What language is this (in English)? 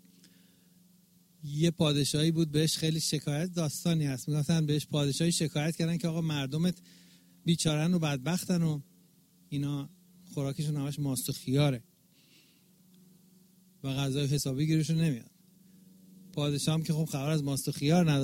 Persian